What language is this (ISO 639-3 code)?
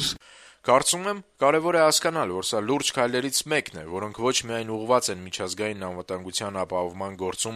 hye